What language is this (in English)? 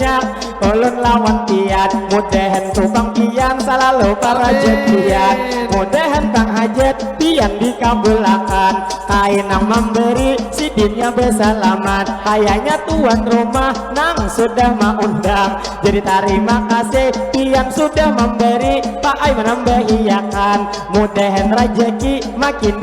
Banjar